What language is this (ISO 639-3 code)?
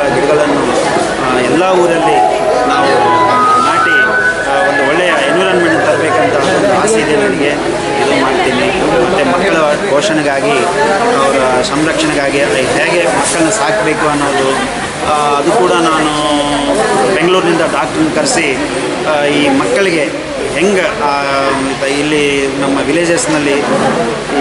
kan